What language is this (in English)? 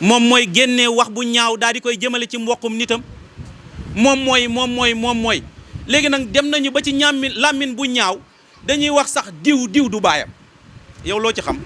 Wolof